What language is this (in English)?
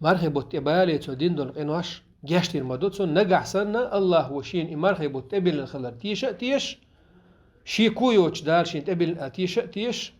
Chechen